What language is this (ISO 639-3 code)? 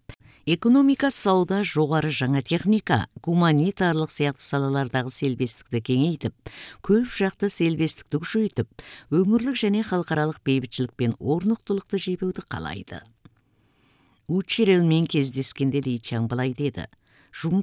kaz